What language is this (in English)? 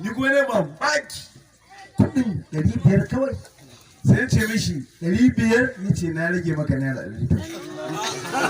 Hausa